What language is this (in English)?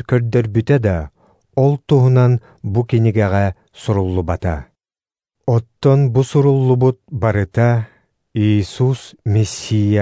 Yakut